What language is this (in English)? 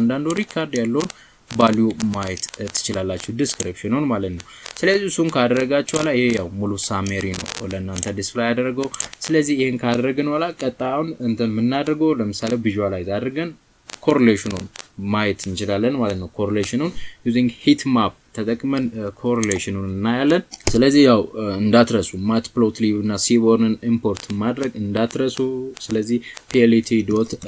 Amharic